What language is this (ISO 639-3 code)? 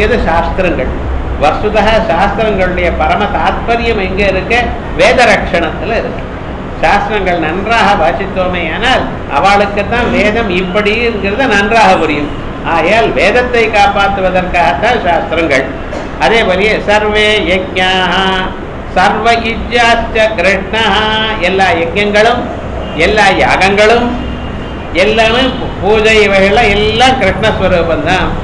tam